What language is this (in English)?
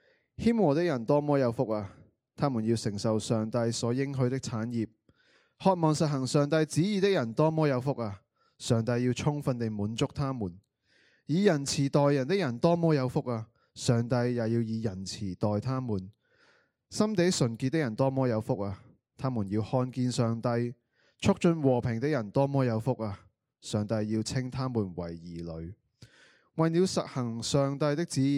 Cantonese